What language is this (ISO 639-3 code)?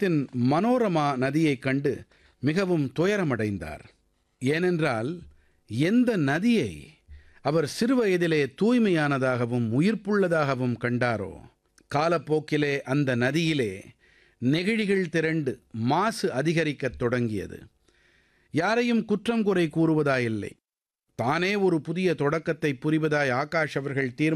tam